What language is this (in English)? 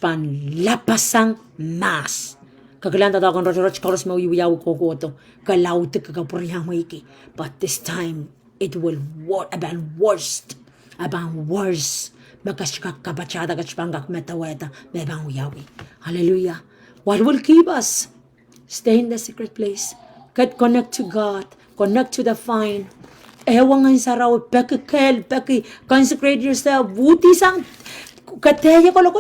Pohnpeian